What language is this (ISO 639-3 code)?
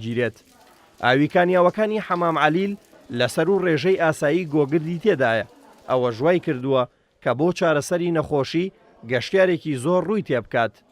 ckb